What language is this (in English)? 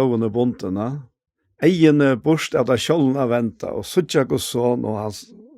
Faroese